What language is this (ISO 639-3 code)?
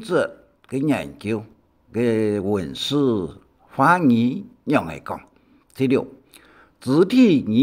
hak